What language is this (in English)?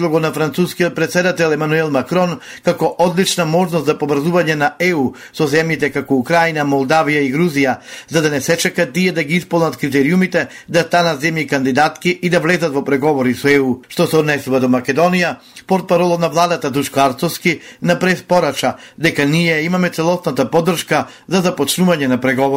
Macedonian